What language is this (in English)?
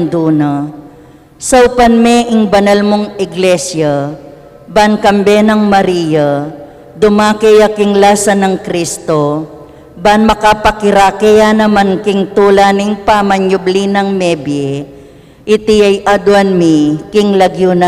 Pampanga